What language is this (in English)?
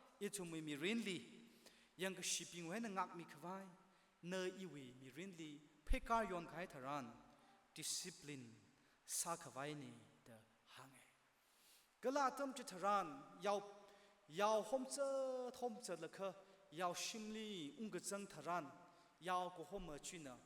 Tangkhul Naga (India)